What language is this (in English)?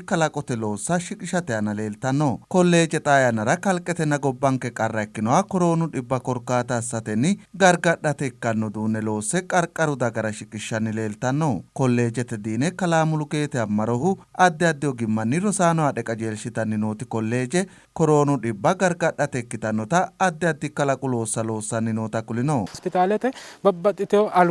Sidamo